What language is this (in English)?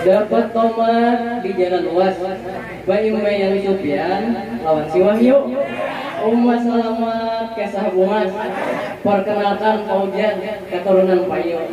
Banjar